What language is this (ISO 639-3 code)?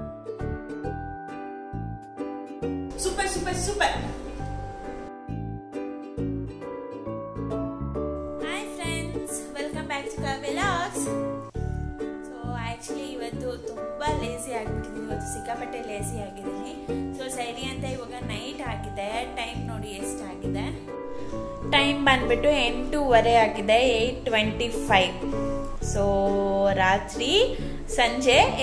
kan